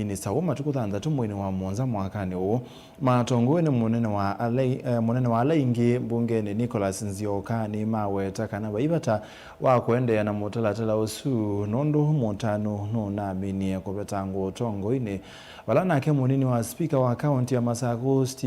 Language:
Kamba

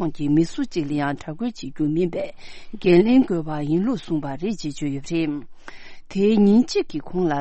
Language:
Tibetan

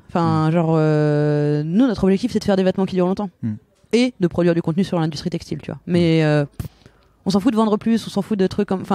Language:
French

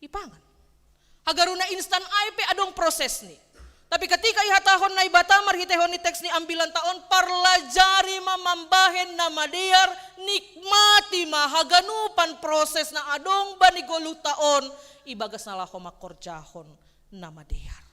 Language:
Batak Simalungun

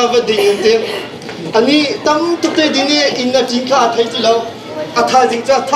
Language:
Hakha Chin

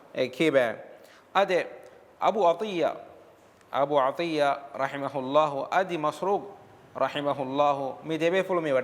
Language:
Divehi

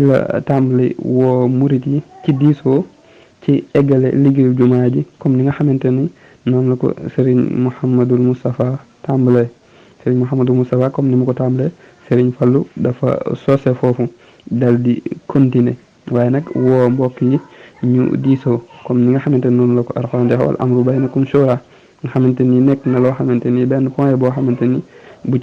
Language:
Wolof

